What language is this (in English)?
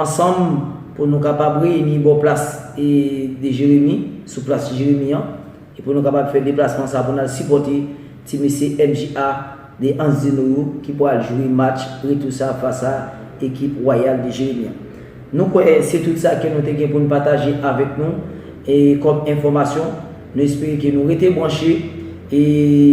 Haitian Creole